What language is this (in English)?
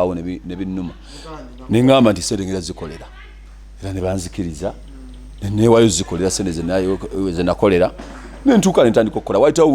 Ganda